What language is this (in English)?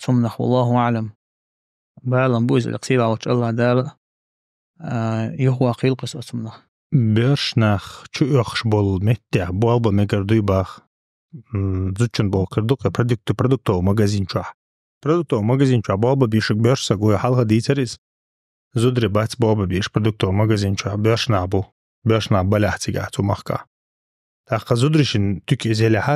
Chechen